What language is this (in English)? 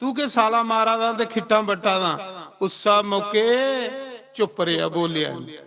Dogri